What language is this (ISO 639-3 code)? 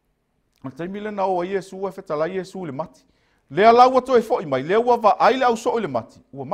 smo